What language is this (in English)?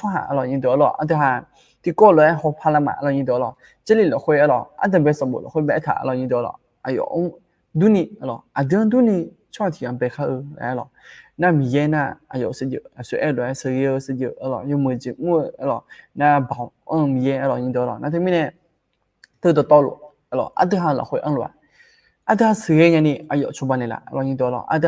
Akha